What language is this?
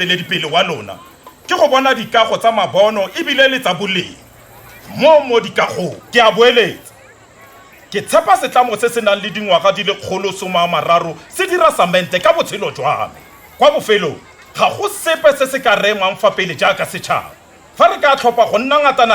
Tswana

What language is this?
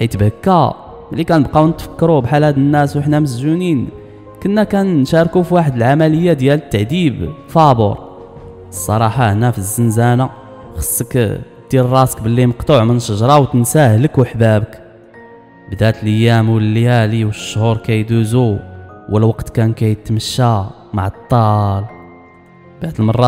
Moroccan Arabic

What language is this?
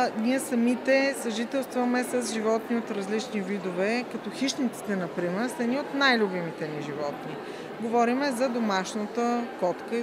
Bulgarian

